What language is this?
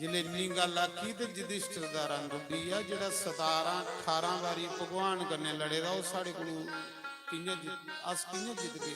Dogri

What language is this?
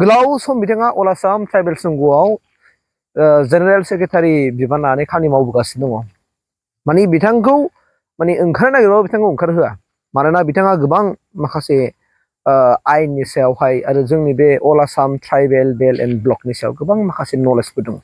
Bodo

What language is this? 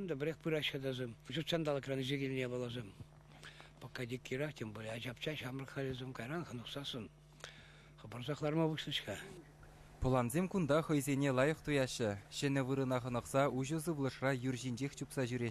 Chuvash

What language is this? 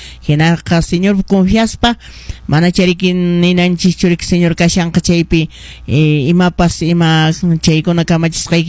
Quechua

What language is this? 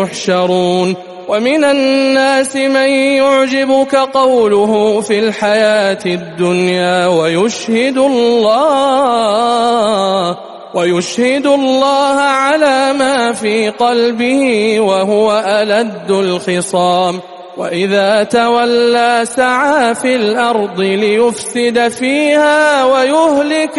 Arabic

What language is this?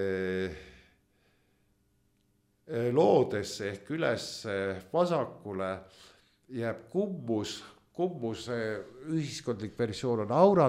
Estonian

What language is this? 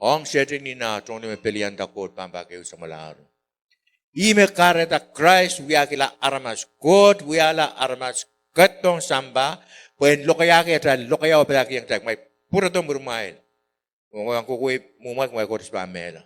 Pohnpeian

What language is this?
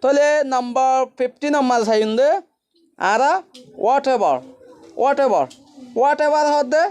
Rohingya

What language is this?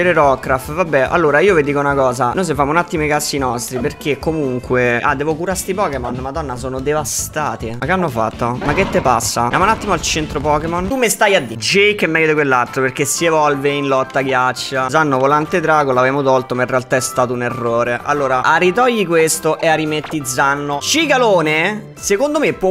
Italian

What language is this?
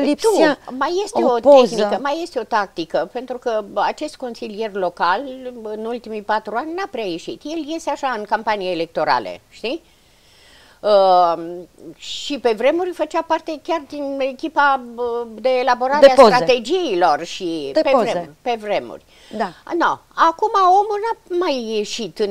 Romanian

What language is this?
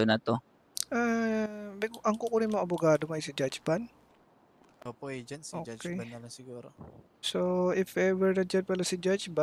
Filipino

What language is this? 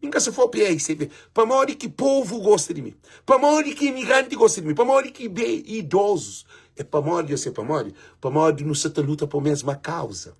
Kabuverdianu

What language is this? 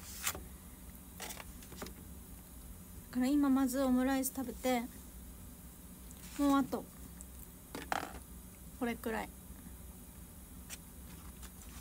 Japanese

